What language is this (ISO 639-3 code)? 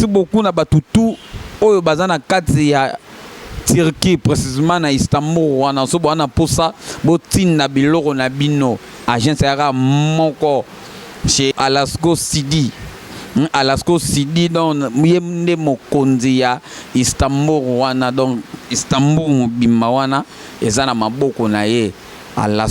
lin